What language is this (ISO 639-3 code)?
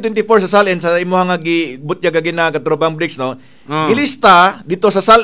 ceb